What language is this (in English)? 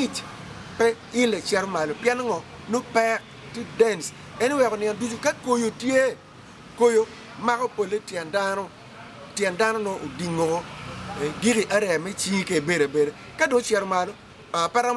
Acoli